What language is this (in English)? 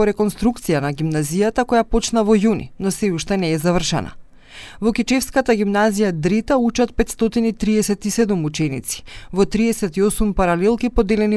Macedonian